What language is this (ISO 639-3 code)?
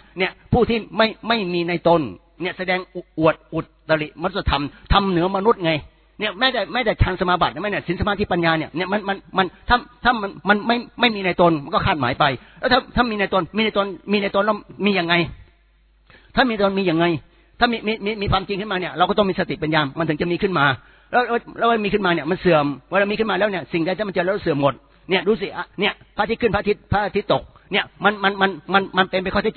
tha